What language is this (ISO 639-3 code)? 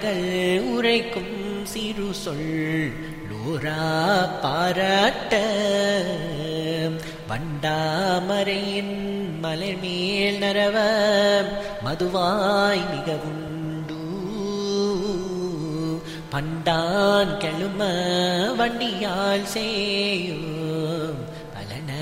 tam